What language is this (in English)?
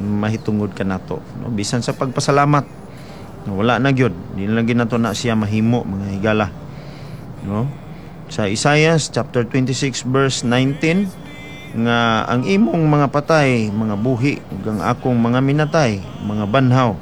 Cebuano